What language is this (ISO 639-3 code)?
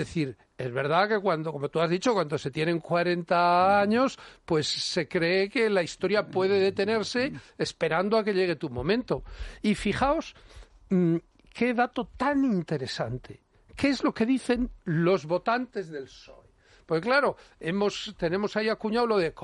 spa